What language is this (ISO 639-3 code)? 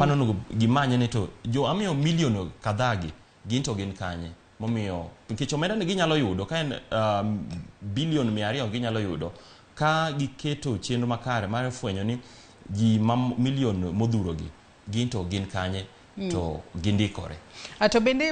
luo